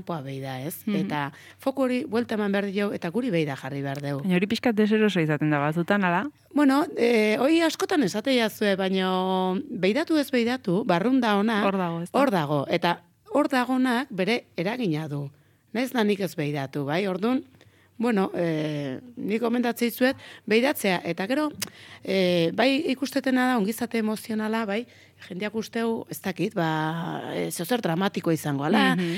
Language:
Basque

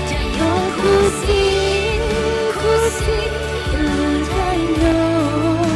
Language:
Hmong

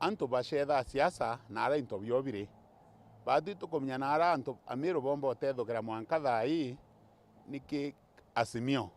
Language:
Meru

